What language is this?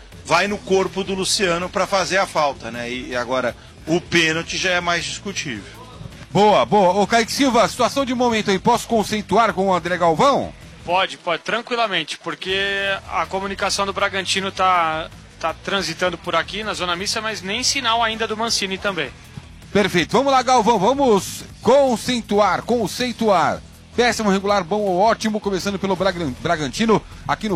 Portuguese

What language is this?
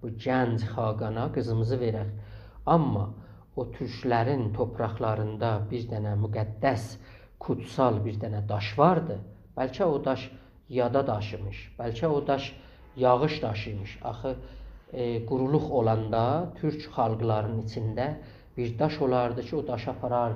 South Azerbaijani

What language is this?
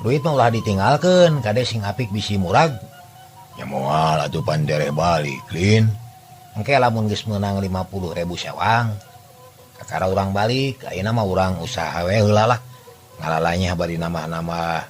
Sundanese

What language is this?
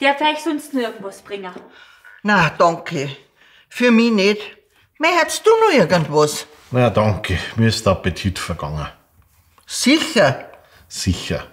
Bavarian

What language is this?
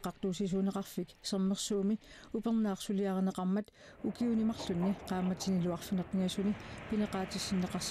Kalaallisut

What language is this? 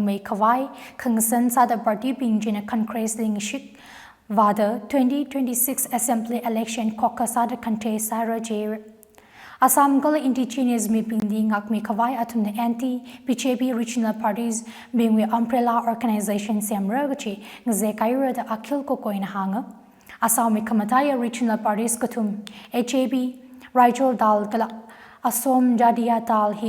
Tangkhul Naga (India)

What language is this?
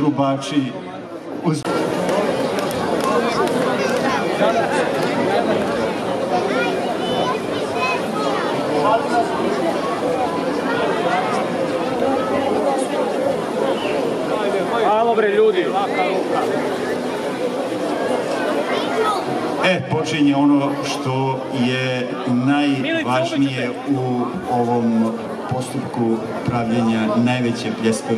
Serbian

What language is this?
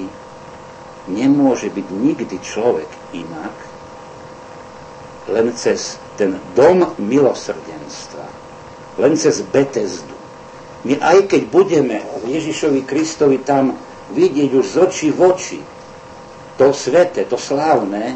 Slovak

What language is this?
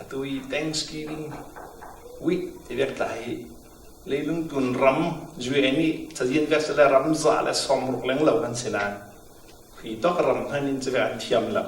Falam Chin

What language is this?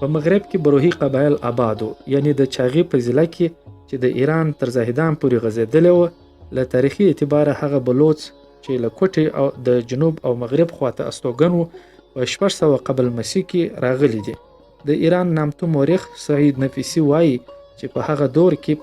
Pashto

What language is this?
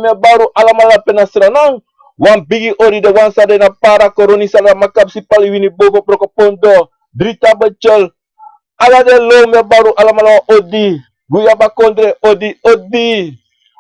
Sranan Tongo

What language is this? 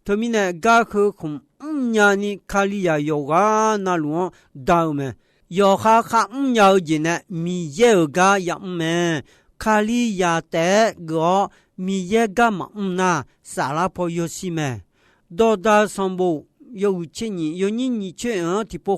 Akha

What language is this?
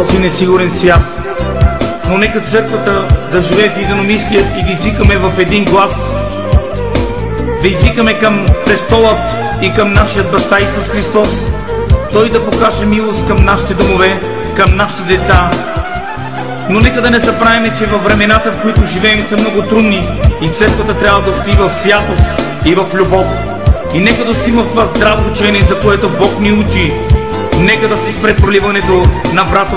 Bulgarian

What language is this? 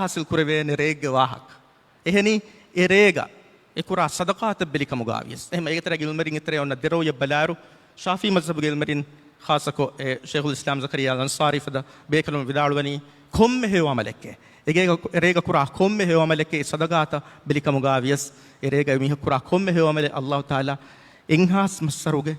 Divehi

